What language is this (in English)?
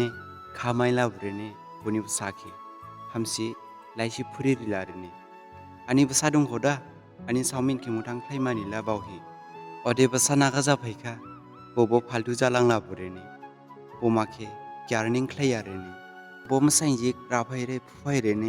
Dimasa